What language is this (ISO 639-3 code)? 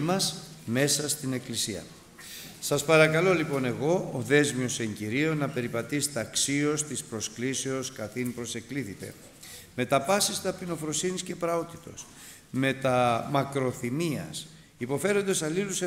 ell